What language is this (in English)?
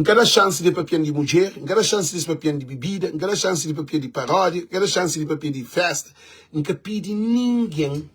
Kabuverdianu